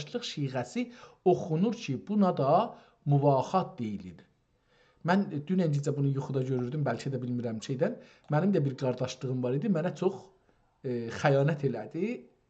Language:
South Azerbaijani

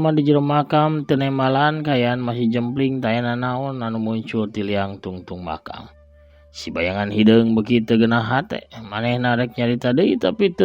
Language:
Sundanese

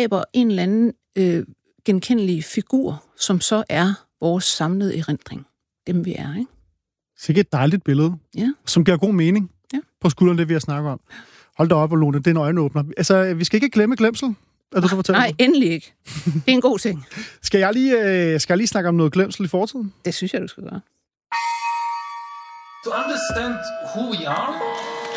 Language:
Danish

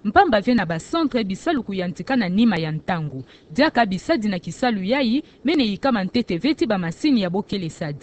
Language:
Kituba (Democratic Republic of Congo)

